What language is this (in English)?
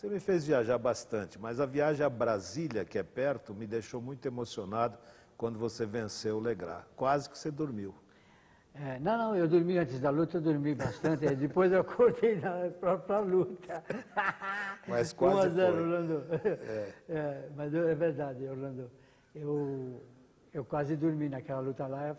Portuguese